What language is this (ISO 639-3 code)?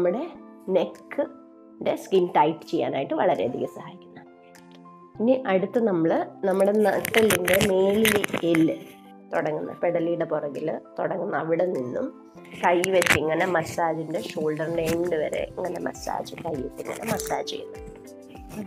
mal